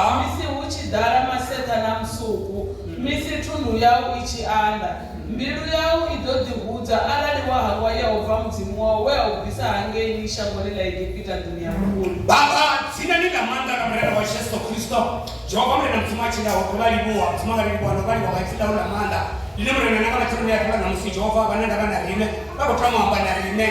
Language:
Venda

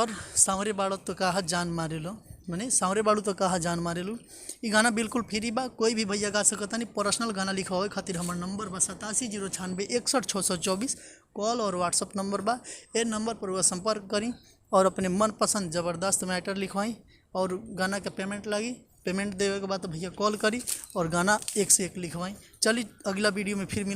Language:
Bhojpuri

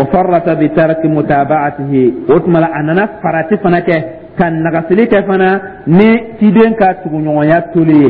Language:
Dyula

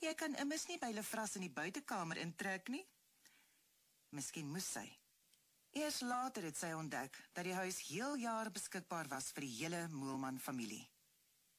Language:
Afrikaans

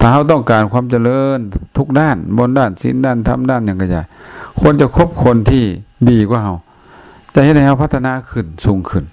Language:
Lao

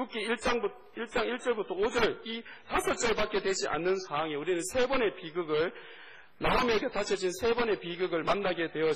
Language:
Korean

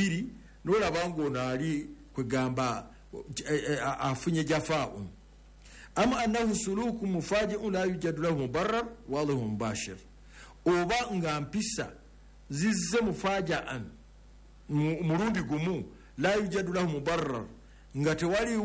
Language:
Ganda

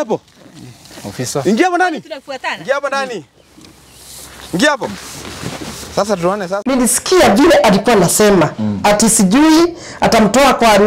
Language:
Swahili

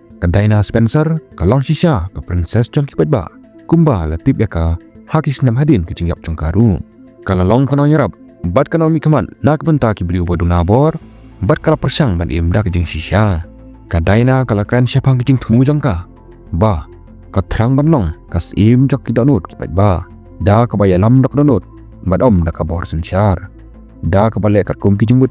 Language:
Khasi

